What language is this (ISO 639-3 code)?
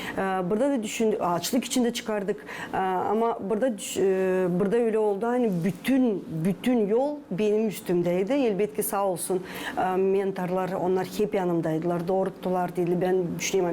gag